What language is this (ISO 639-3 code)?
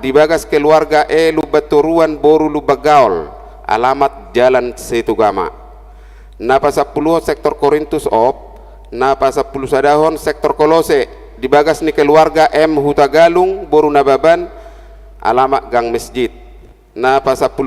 bbc